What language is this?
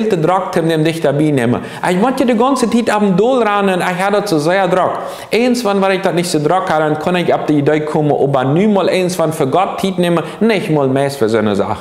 Plautdietsch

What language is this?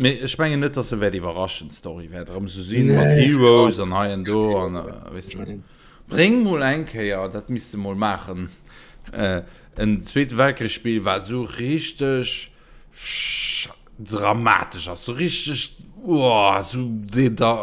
Luxembourgish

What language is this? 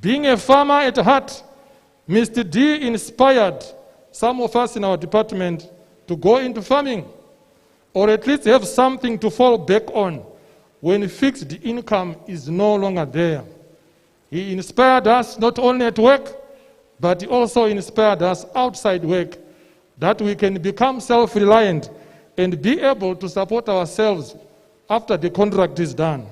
Tswana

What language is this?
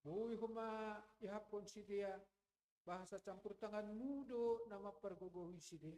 Batak Simalungun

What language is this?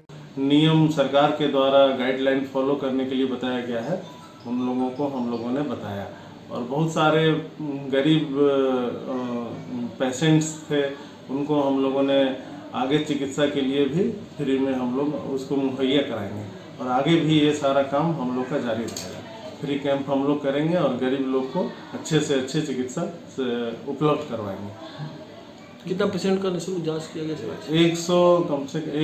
Hindi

